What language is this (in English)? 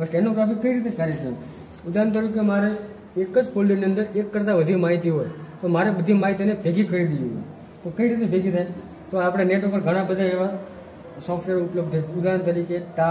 Gujarati